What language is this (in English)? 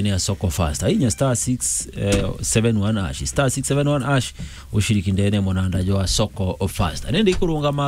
Meru